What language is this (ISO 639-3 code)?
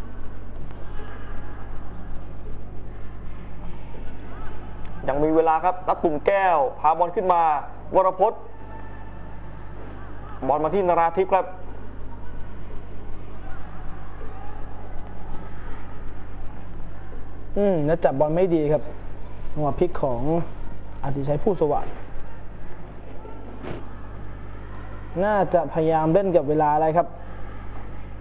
tha